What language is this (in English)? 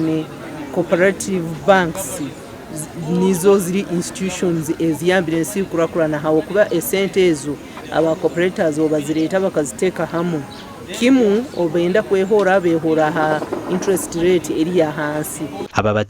Nyankole